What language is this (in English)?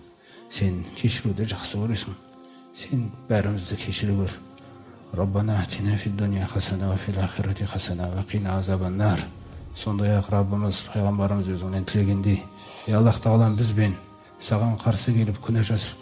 Kazakh